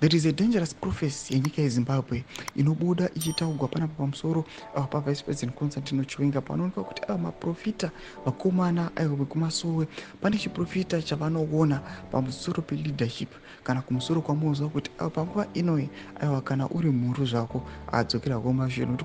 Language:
Shona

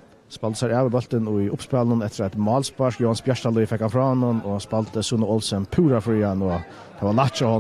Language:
Faroese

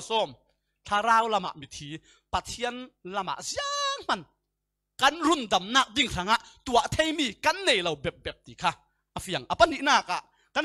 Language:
Falam Chin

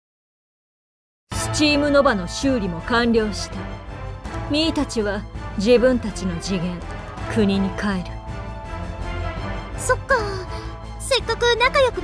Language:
Japanese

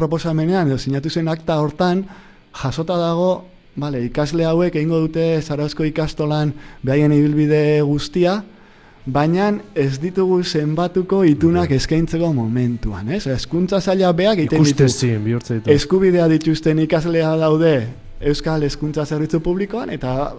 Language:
Basque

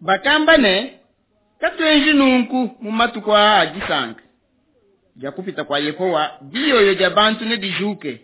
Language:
Luba-Lulua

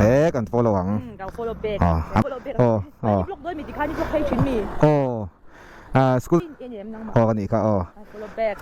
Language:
Mizo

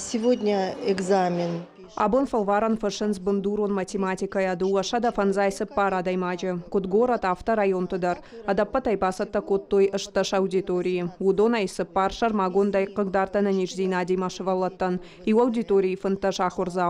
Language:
Ossetic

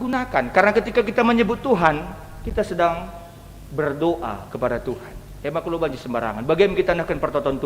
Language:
Batak Karo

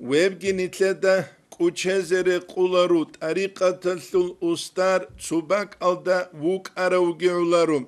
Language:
Avaric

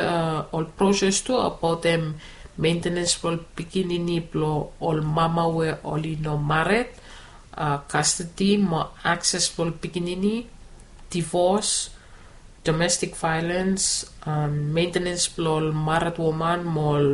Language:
Bislama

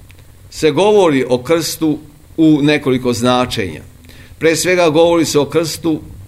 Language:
Serbian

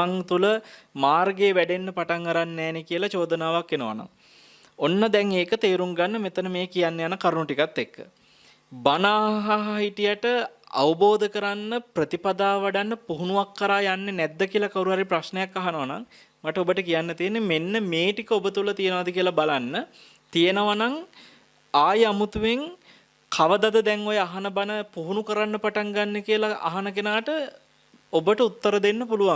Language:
Sinhala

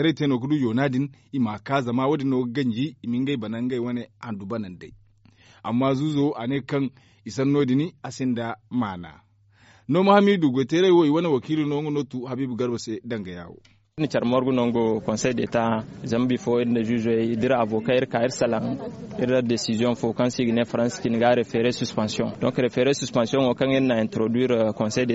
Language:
Zarma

